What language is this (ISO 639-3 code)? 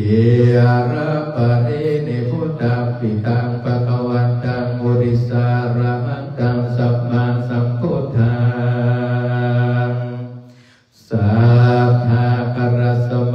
pli